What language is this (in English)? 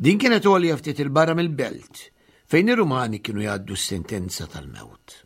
Maltese